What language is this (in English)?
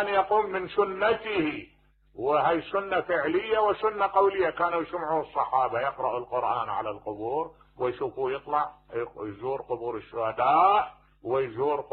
Mesopotamian Arabic